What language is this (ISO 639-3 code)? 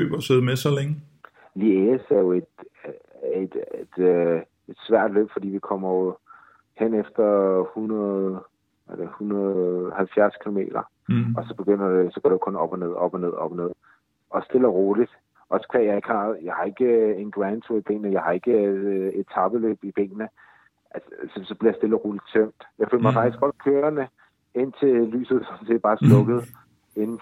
dan